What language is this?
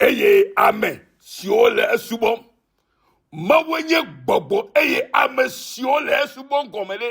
Ewe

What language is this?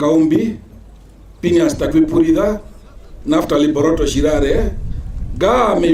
Herero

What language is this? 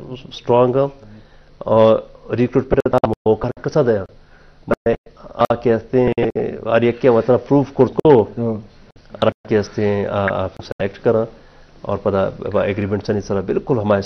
Baluchi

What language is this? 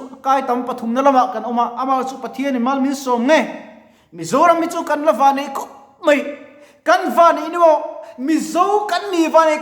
Mizo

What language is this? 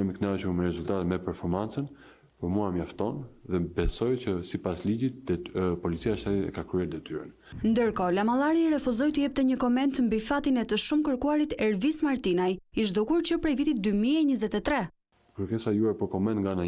Albanian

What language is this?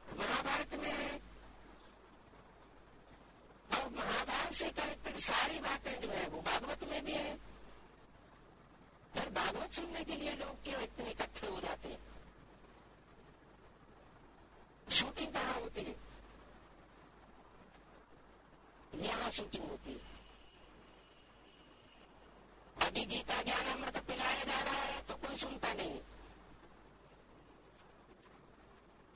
Hindi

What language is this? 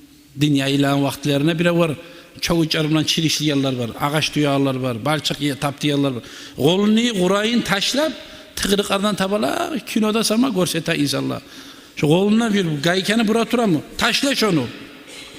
Kumyk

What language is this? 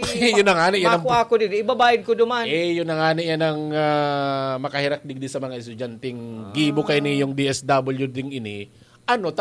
Bikol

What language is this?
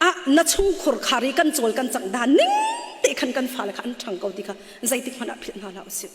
Hakha Chin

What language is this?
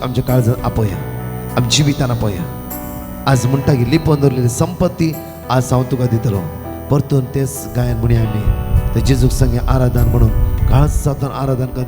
Konkani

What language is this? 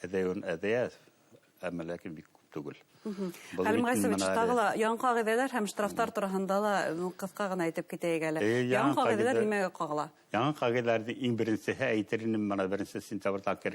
Bashkir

